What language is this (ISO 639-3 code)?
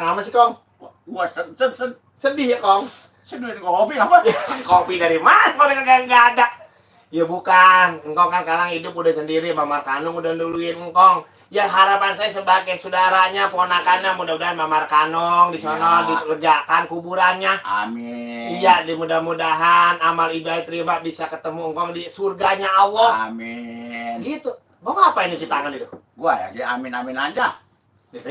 bew